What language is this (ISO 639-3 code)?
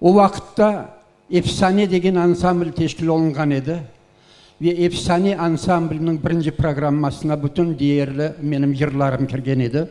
crh